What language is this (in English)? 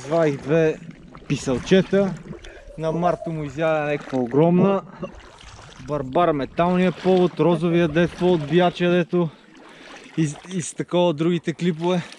Bulgarian